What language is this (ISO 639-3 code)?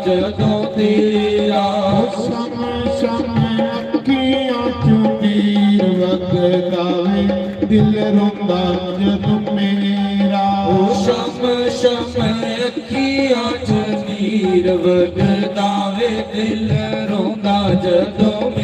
doi